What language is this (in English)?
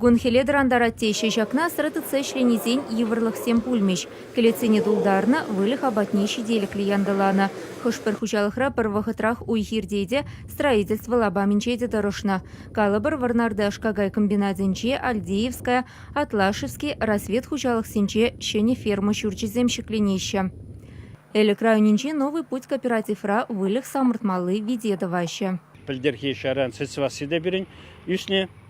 Chuvash